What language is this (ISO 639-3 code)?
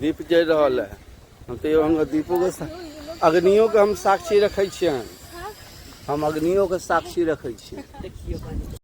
mai